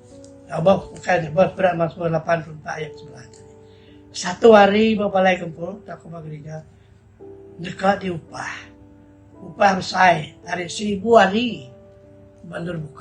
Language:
Iban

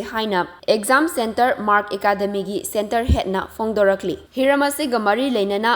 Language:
Manipuri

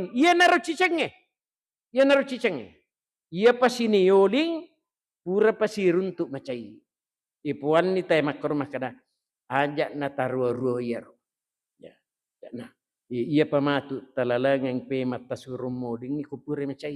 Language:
Buginese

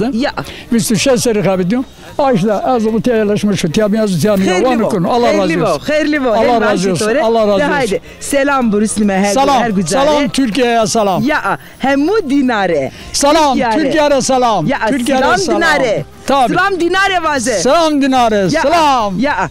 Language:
Zaza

